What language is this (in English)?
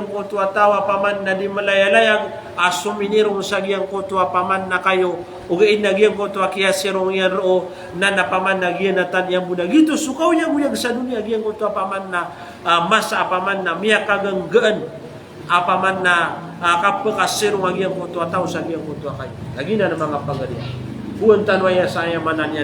Maranao